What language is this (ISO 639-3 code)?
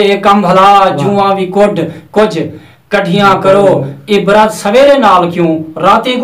skr